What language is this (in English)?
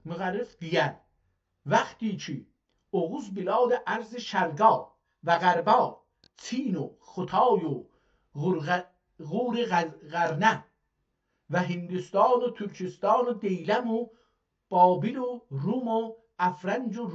South Azerbaijani